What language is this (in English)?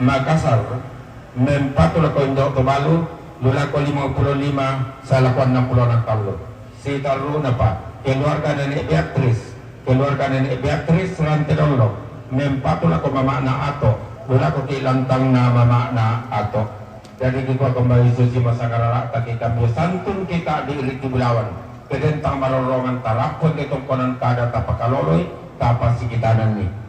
Toraja-Sa'dan